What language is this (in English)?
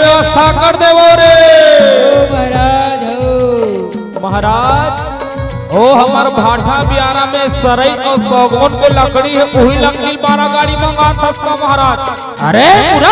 Chhattisgarhi